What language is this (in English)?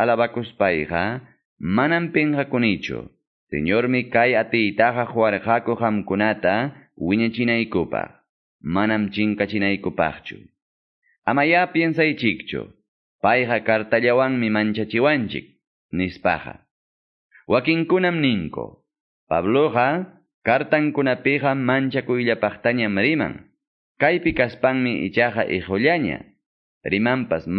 Quechua